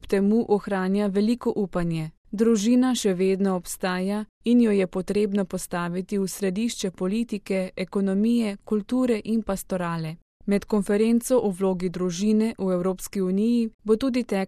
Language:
Slovenian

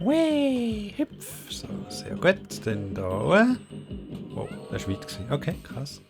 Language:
Swiss German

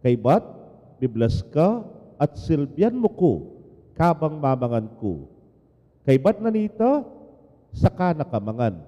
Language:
Pampanga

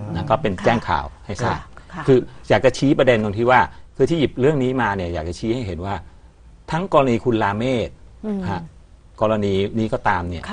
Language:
Thai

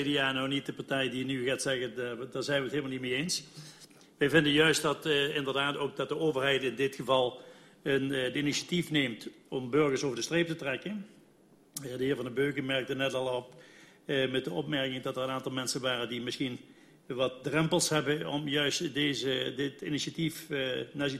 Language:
Dutch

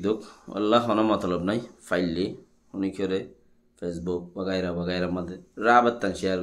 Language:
Rohingya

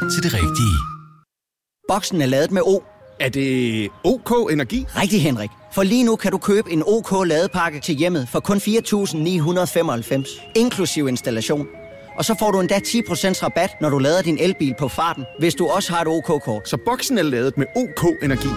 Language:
Danish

